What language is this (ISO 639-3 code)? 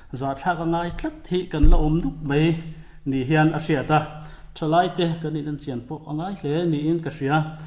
lus